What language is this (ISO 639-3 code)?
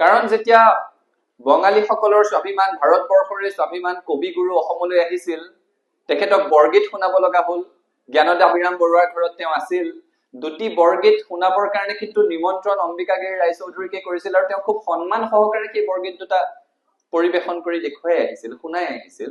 asm